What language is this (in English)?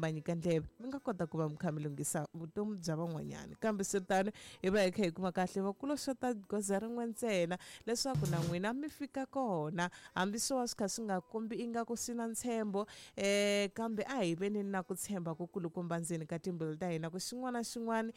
Tsonga